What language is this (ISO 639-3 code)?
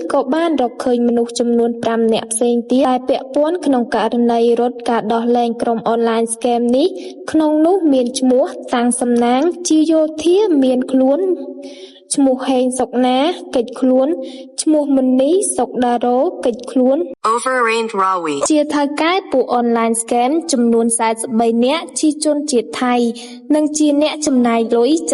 khm